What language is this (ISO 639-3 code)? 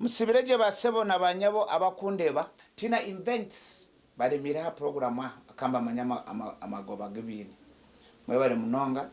nyn